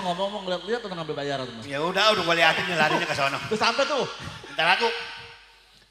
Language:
Betawi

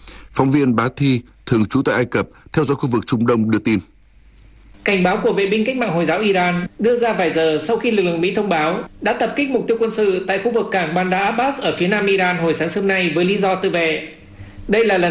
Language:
Vietnamese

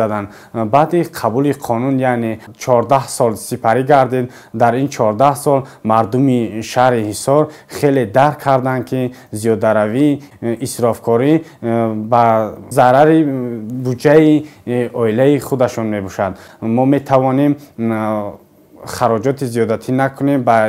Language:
Tajik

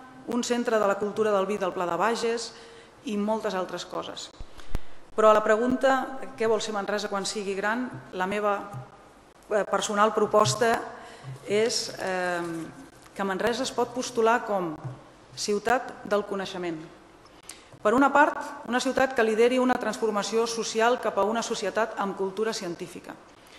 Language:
Catalan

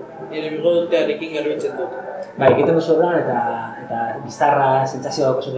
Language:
Basque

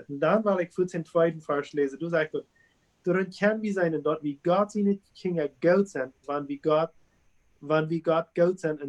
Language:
Plautdietsch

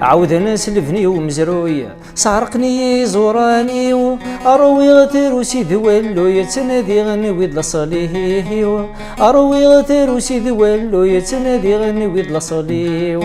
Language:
Kabyle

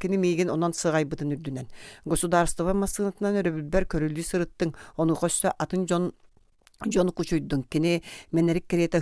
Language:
Yakut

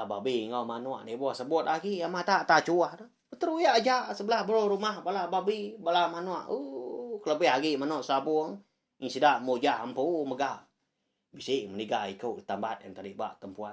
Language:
Iban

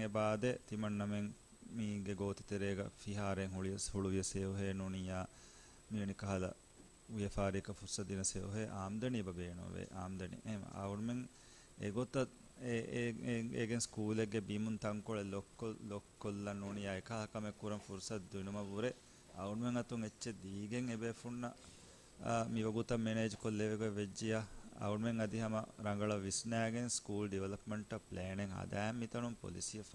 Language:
Divehi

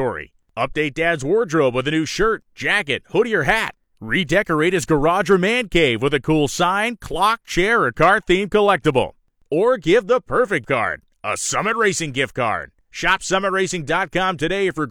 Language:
English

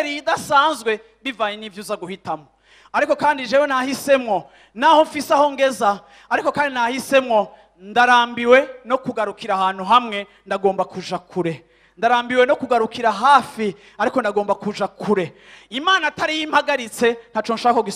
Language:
Rundi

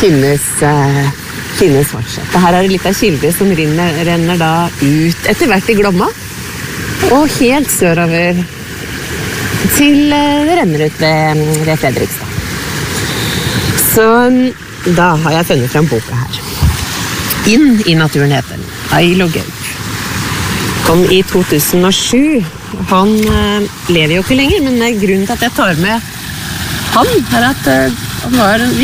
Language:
Norwegian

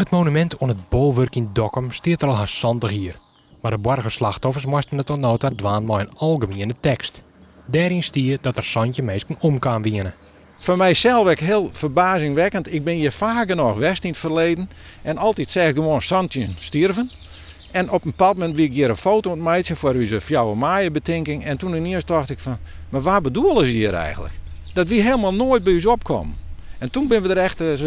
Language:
Western Frisian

